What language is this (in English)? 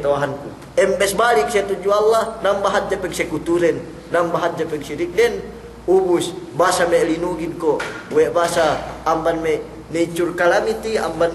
Yakan